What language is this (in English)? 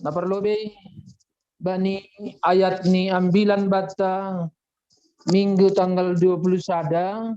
Batak Simalungun